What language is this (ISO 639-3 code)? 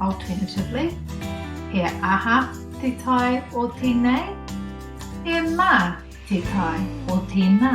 mri